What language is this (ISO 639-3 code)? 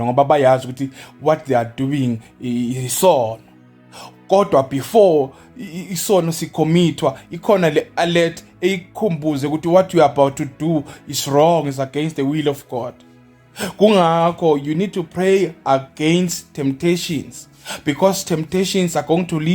zul